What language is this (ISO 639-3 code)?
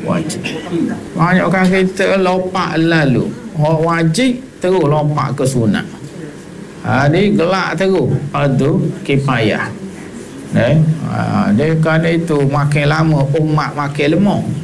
msa